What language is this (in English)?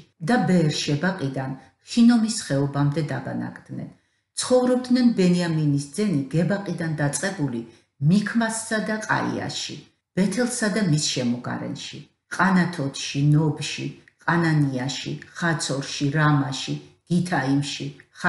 Georgian